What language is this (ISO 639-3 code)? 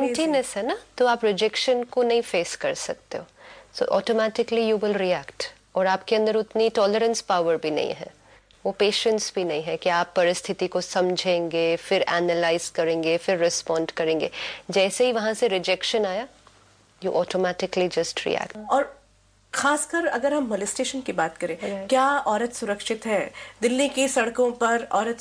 hin